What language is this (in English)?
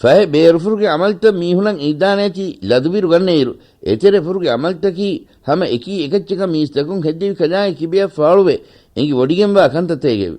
Divehi